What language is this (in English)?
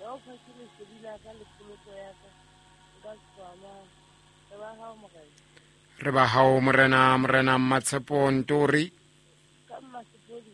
Southern Sotho